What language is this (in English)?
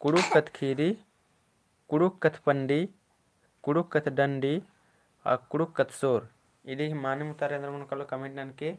Kurukh